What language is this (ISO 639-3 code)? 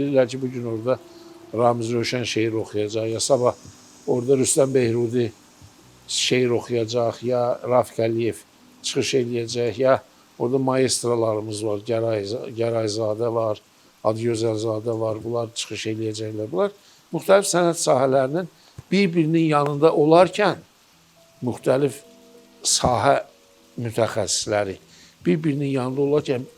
aze